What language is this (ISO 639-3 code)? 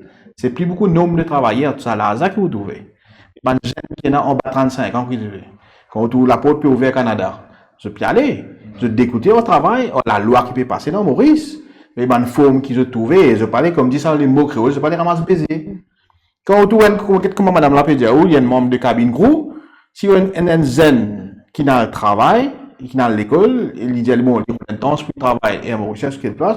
mfe